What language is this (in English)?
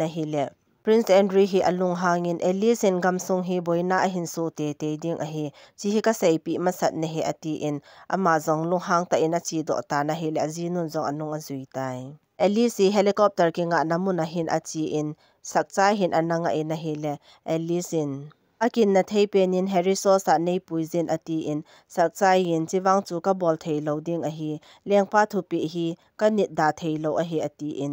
Thado Chin